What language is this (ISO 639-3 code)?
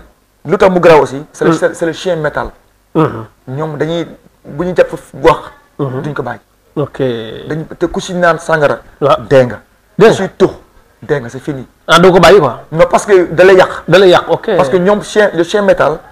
wol